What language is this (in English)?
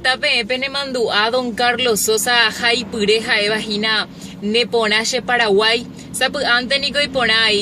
Guarani